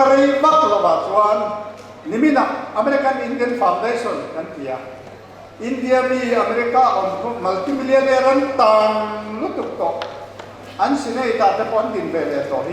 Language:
Hakha Chin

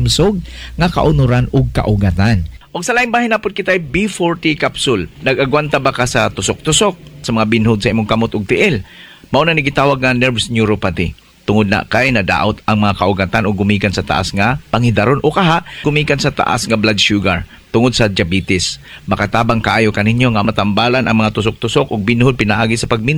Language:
Cebuano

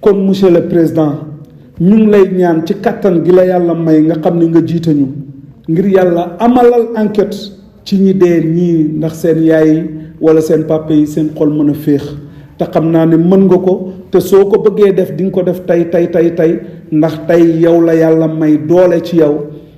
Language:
Wolof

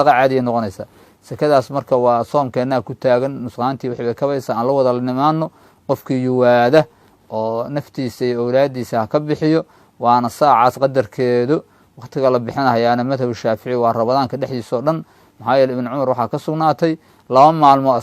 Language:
Somali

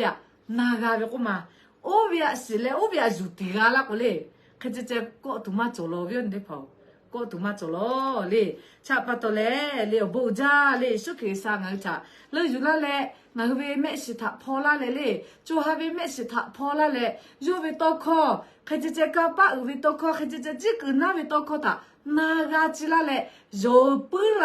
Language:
Lahu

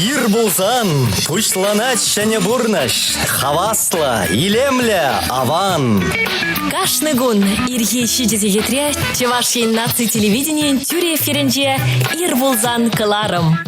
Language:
Chuvash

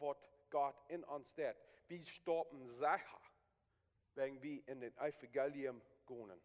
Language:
Plautdietsch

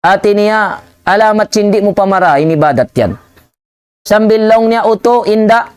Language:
Tausug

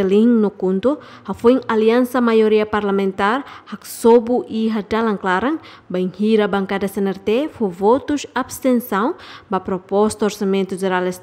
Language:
Tetum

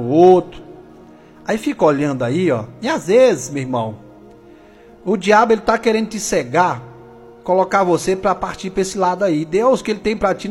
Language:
Portuguese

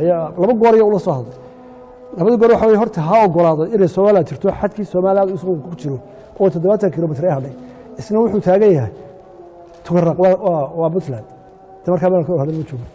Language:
Somali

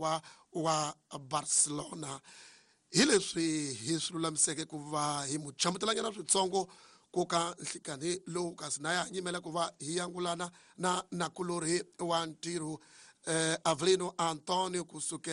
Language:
Tsonga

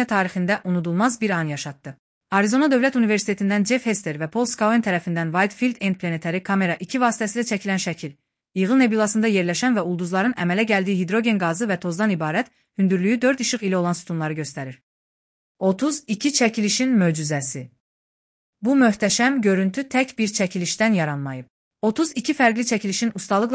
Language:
Azerbaijani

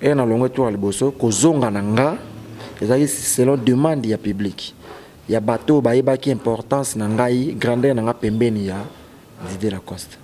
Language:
Lingala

